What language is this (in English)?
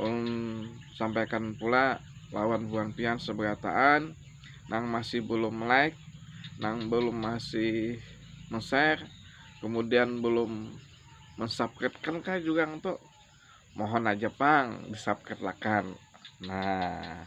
Banjar